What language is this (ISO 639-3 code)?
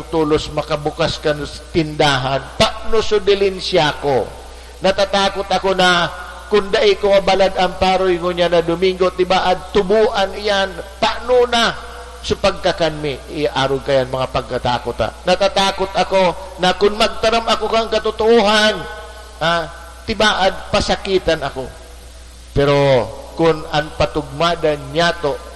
bik